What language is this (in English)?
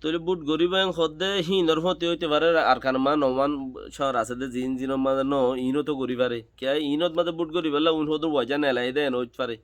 Rohingya